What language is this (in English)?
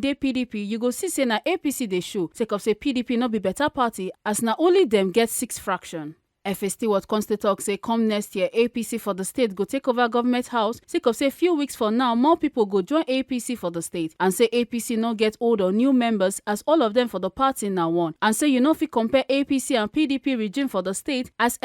Nigerian Pidgin